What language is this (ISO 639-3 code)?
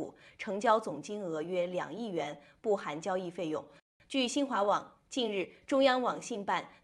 zho